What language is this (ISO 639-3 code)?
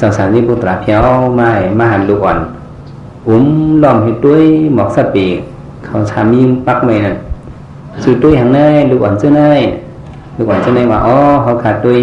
shn